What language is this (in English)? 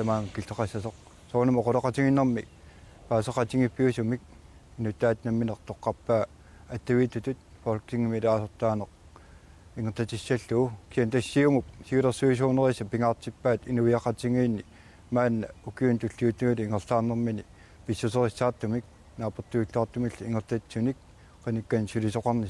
Kalaallisut